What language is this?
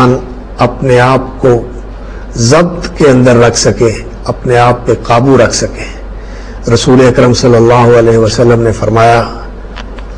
Urdu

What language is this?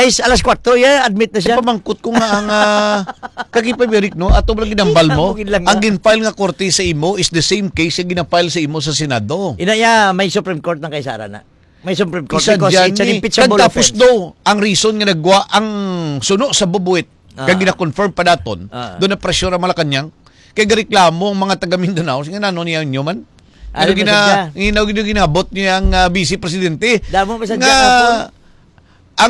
Hiligaynon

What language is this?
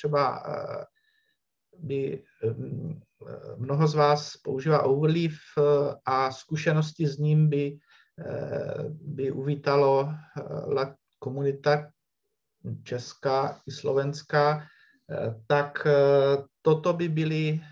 Czech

